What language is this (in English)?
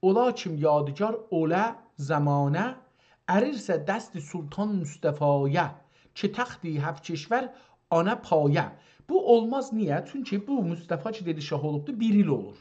South Azerbaijani